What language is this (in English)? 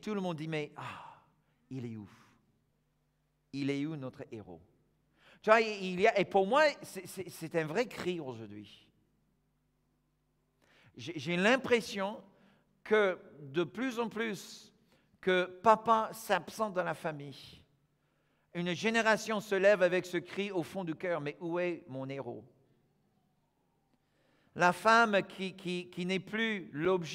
French